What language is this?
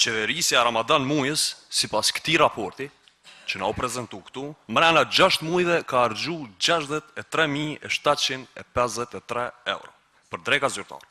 Albanian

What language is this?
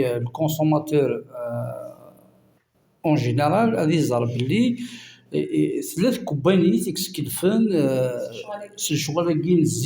Kabyle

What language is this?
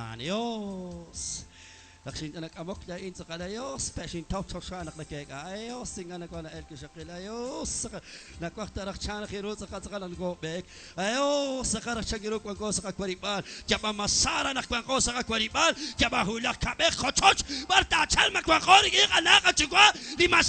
Kekchí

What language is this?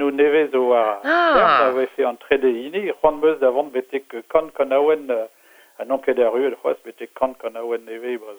Breton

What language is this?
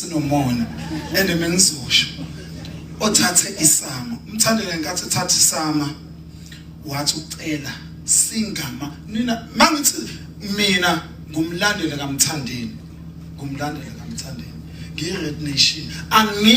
Zulu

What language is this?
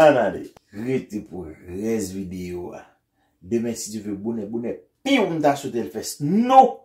Haitian Creole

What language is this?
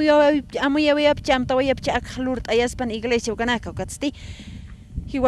Aymara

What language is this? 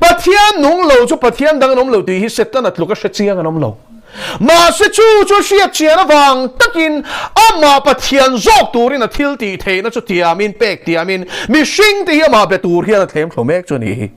Mizo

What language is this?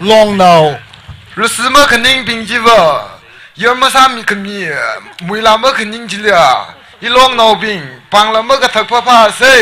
Tangkhul Naga (India)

